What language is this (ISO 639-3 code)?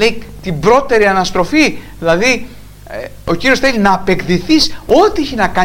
ell